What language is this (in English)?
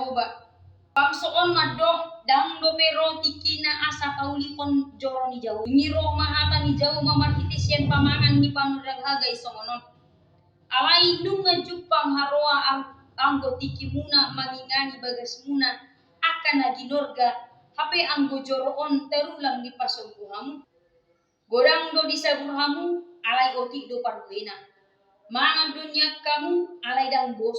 Batak Toba